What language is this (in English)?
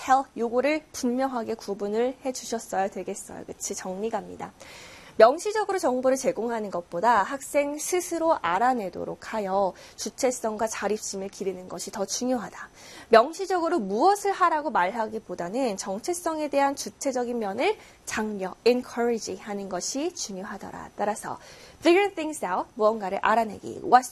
Korean